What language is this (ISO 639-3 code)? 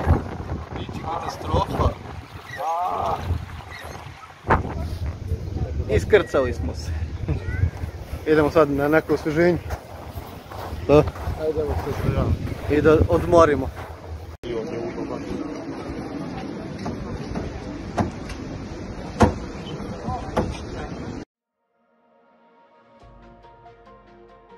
srp